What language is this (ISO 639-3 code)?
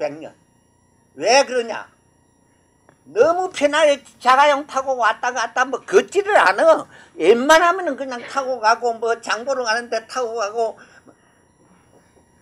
kor